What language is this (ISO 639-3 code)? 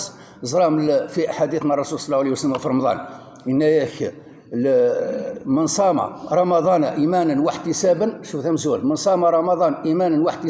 kab